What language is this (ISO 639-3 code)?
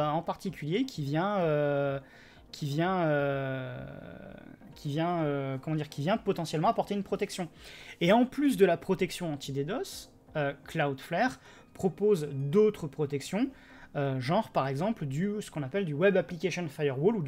fra